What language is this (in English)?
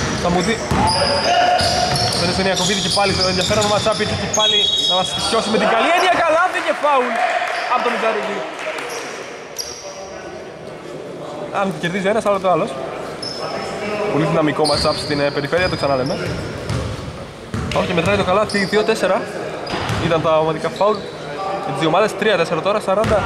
Greek